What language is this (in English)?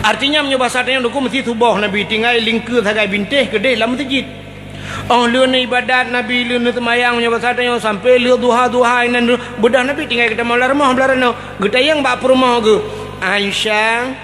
Achinese